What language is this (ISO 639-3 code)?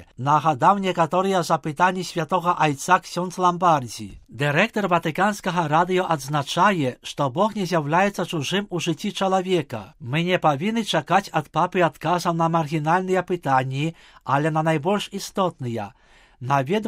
bel